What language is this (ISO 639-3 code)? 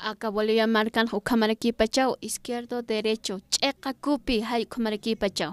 aym